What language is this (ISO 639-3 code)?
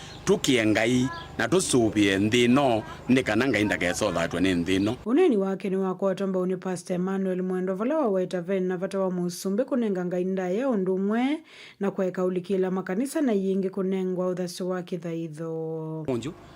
kam